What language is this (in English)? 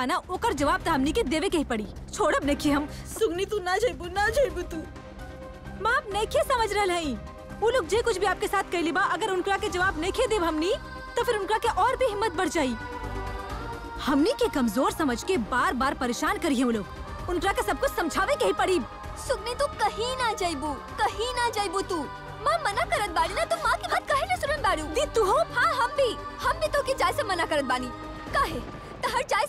Bhojpuri